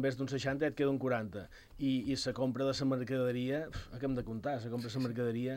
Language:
Catalan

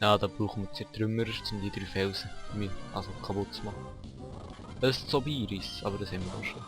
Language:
Swiss German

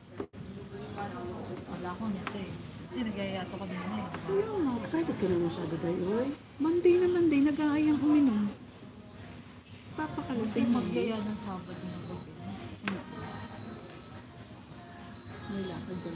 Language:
Filipino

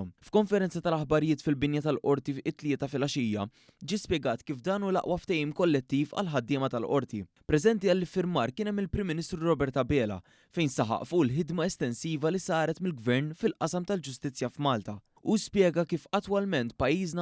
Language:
Maltese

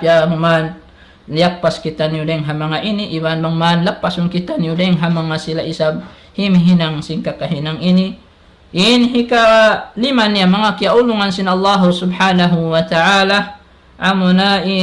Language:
Tausug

